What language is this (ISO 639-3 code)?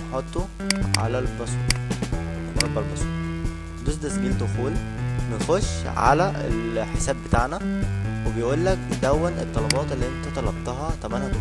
arz